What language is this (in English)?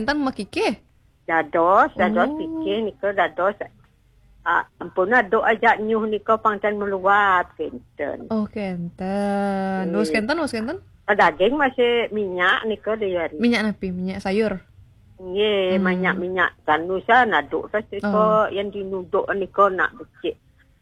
Balinese